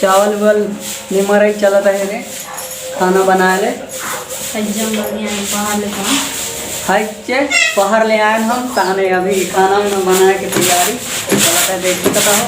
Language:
Chhattisgarhi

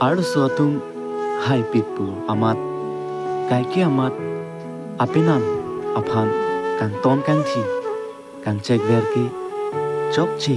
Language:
Karbi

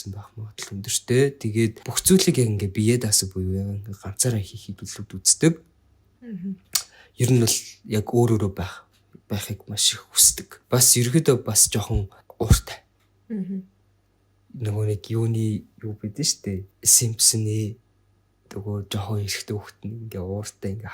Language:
Mongolian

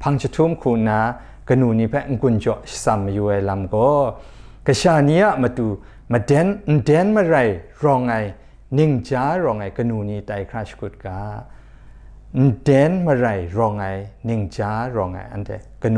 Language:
Kachin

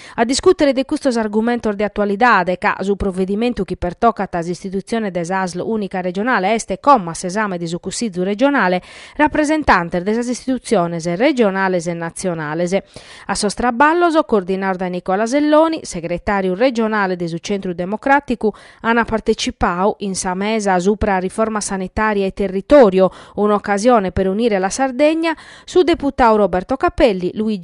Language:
Sardinian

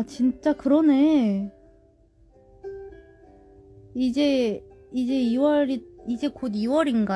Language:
Korean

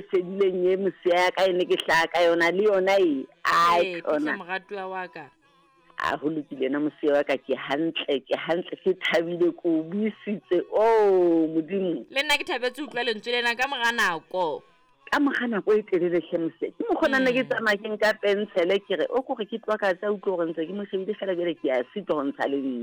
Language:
Southern Sotho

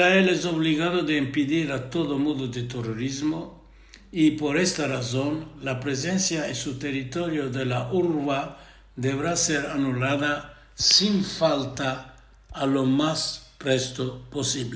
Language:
Ladino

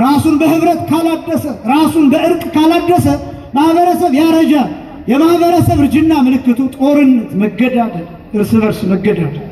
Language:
Amharic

